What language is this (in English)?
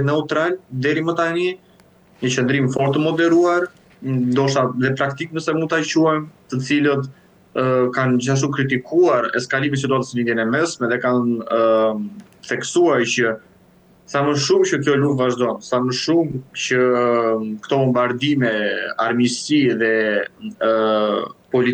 Albanian